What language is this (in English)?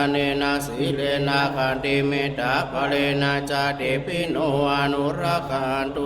Pali